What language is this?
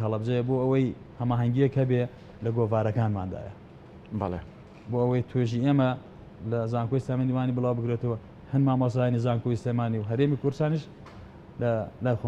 Central Kurdish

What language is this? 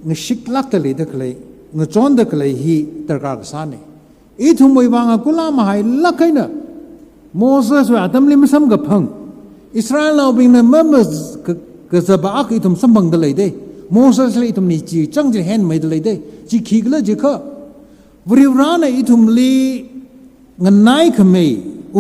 Tangkhul Naga (India)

